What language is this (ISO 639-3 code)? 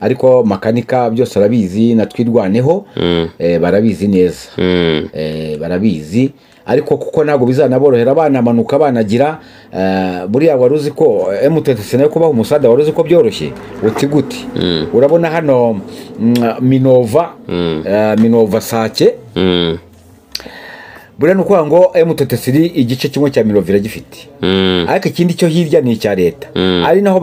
kin